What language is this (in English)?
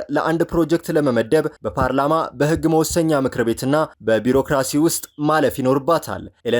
Amharic